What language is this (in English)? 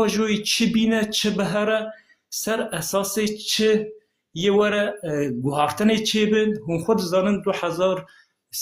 Kurdish